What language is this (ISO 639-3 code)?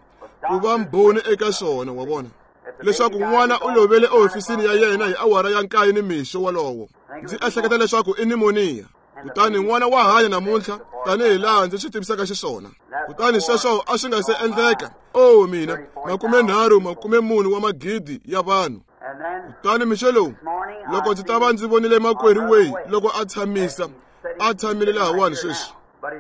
tso